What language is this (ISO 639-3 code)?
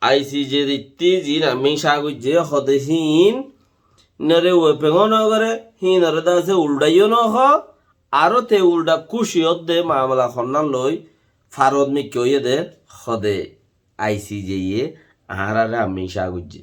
rhg